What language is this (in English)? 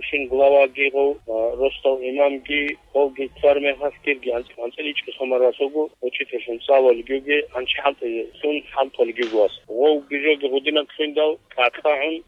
Avaric